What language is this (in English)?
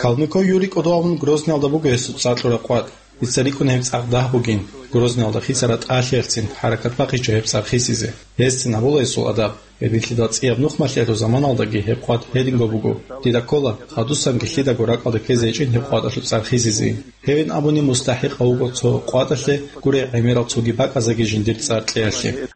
Avaric